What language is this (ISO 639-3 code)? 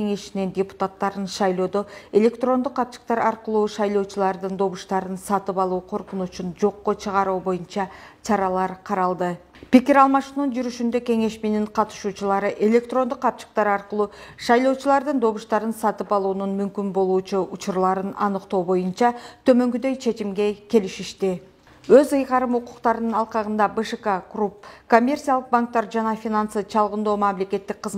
kir